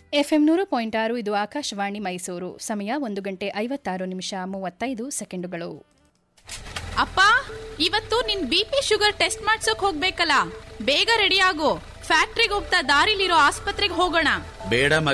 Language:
Kannada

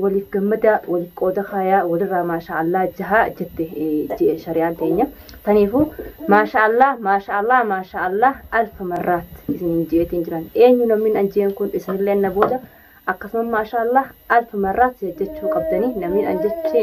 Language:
Oromo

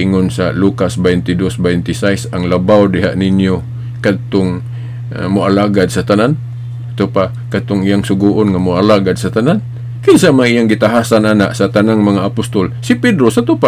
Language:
Cebuano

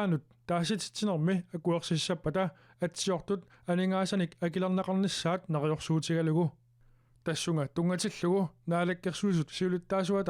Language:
Kalaallisut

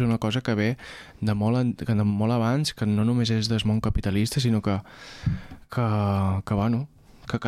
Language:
Catalan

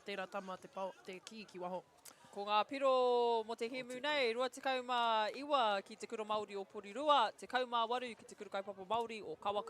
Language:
Māori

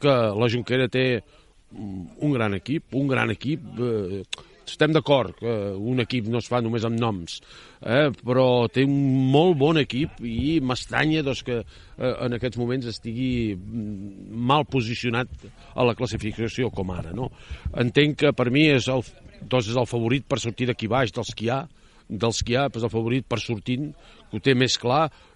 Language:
Catalan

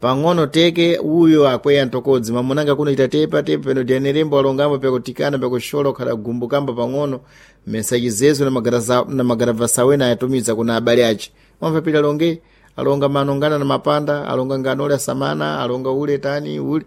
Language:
Sena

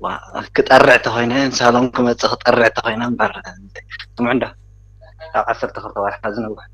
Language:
Tigrinya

